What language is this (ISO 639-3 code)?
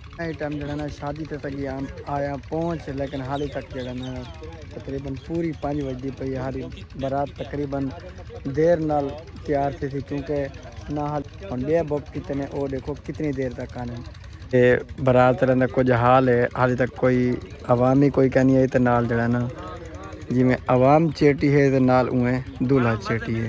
skr